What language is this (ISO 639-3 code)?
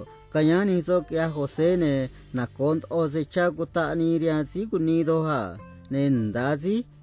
trc